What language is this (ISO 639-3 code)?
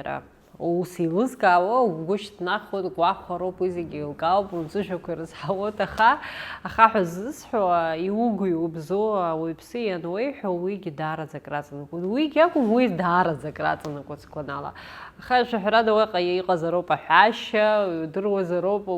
abk